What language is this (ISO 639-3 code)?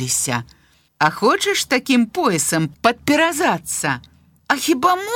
bel